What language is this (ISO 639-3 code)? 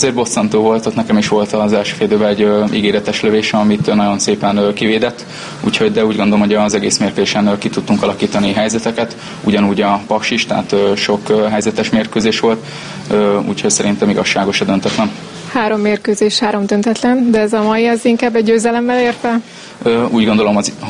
hun